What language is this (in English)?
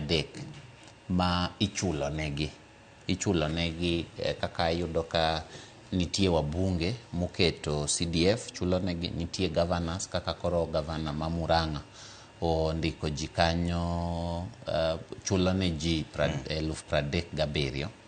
Luo (Kenya and Tanzania)